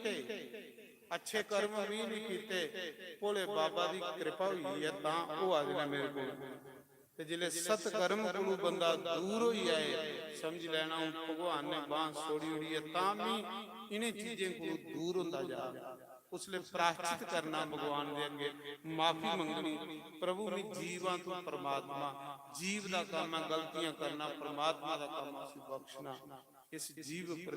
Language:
Dogri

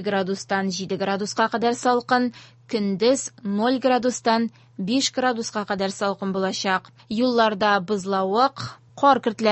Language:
Tatar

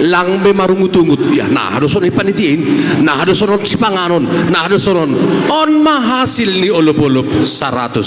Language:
Batak Simalungun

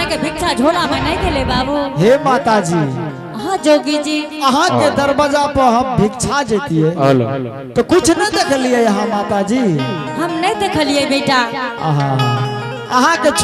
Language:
Angika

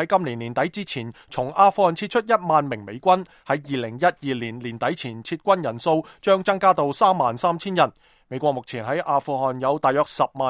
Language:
Cantonese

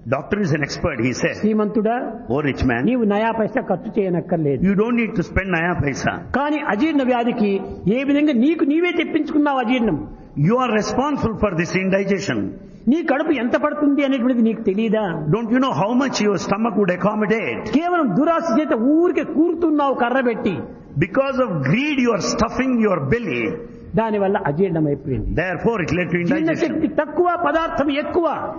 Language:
Telugu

